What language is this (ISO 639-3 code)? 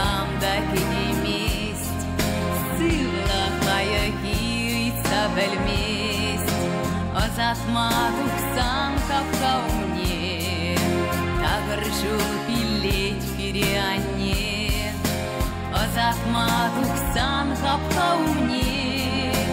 chv